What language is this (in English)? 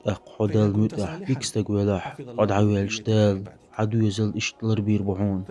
Chechen